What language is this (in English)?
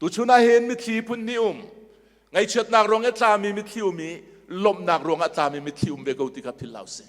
Hakha Chin